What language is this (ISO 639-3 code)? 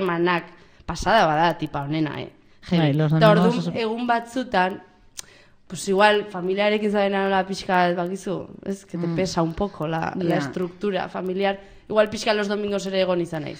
eus